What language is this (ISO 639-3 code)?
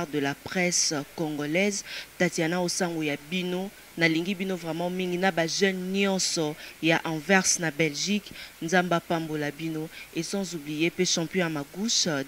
lin